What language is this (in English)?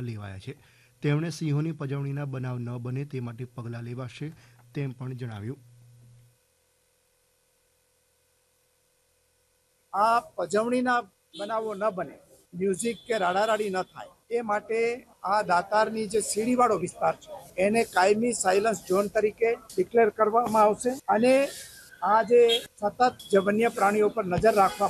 Gujarati